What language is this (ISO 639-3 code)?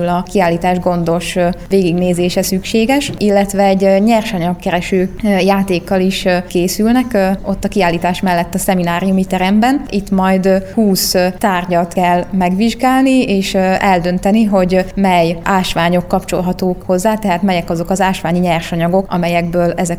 hun